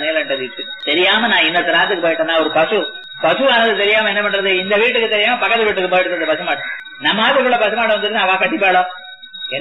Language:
Tamil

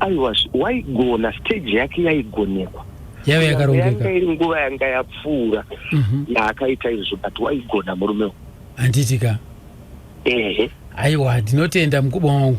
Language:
Shona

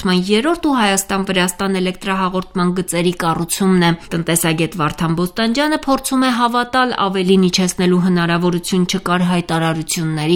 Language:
Armenian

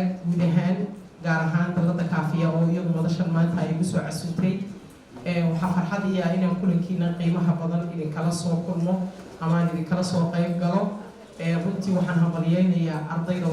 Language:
Somali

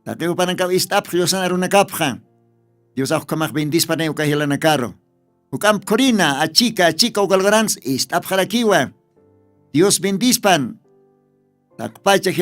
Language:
Aymara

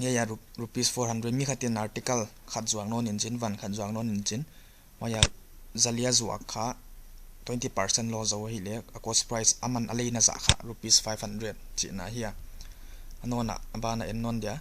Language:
Paite Chin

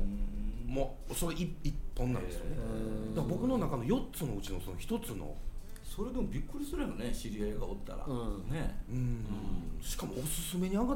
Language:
Japanese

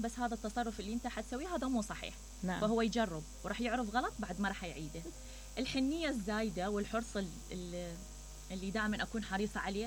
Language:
Mesopotamian Arabic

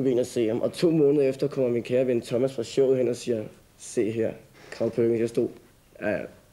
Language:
Danish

